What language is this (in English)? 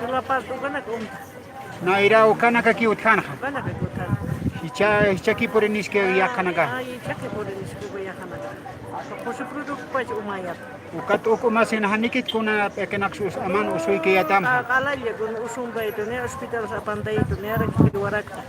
Aymara